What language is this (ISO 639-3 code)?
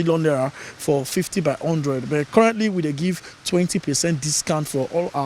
pcm